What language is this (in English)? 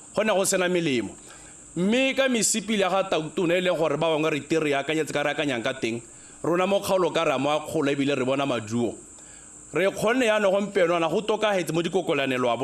Tswana